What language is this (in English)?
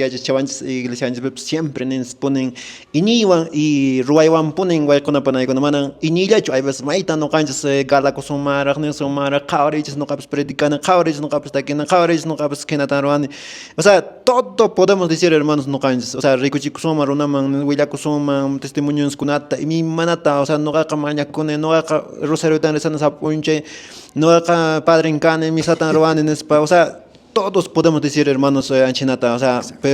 Quechua